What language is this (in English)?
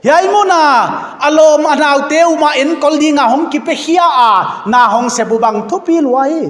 Paite Chin